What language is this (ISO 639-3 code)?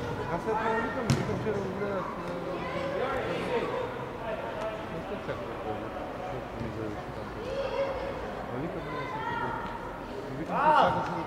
bul